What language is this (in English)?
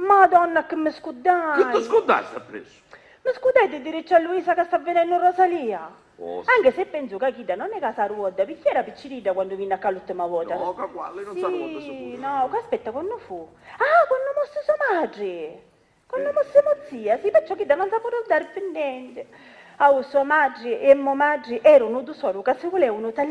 Sicilian